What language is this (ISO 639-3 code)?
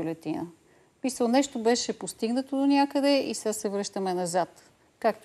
bul